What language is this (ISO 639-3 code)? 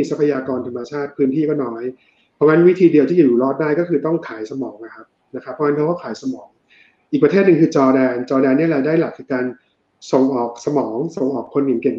tha